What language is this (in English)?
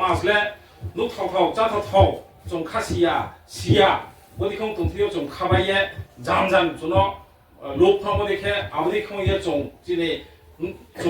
Riang (India)